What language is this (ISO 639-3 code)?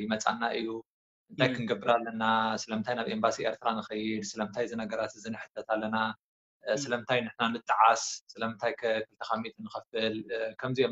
tir